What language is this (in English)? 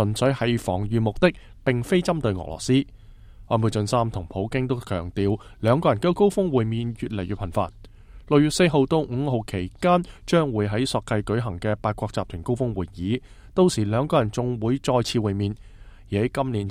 Cantonese